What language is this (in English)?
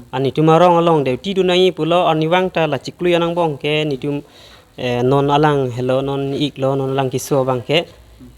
Karbi